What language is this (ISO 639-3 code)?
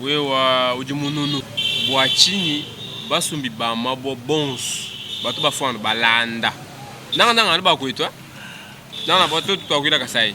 lua